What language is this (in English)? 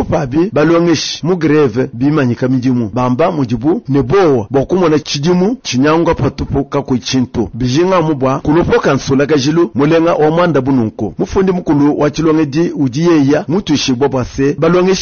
Luba-Lulua